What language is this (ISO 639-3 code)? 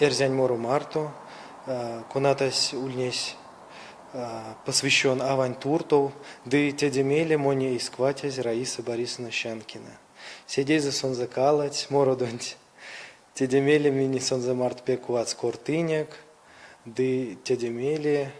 myv